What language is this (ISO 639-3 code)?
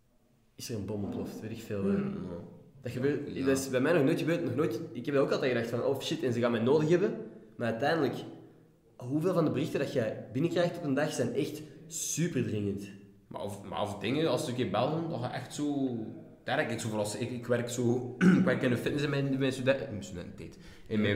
nld